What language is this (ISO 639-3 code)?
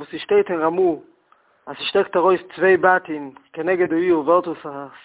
yid